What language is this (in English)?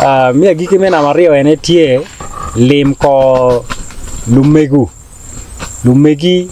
Acoli